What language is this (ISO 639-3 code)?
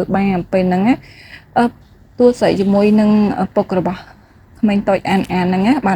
khm